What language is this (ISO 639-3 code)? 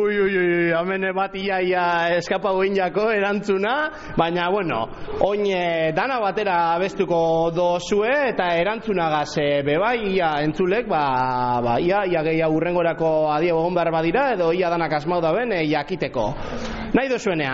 eus